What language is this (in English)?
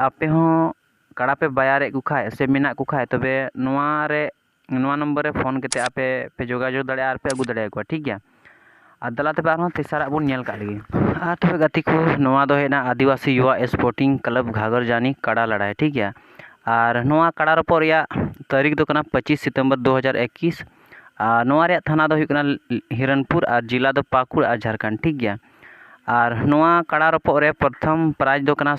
Santali